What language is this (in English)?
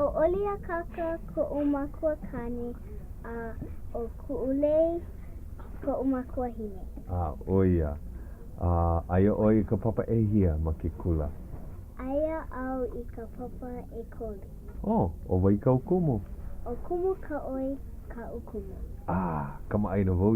Hawaiian